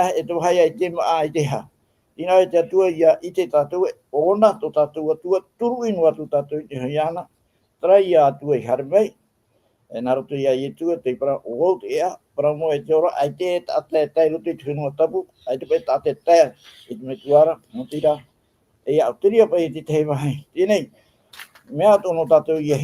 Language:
Tahitian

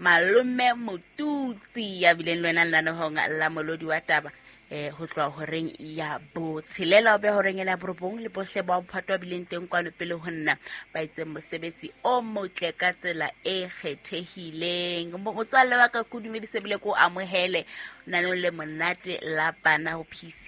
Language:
Southern Sotho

